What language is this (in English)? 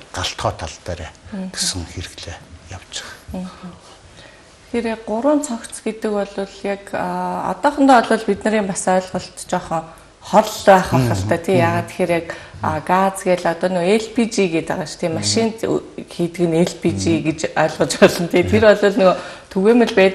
Mongolian